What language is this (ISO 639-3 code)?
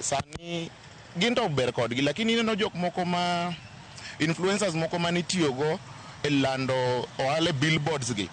luo